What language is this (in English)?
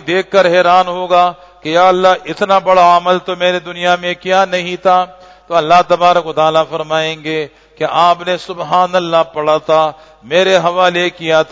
Urdu